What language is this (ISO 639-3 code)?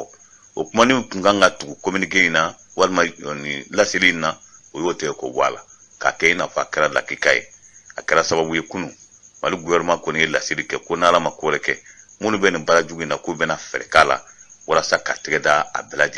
bam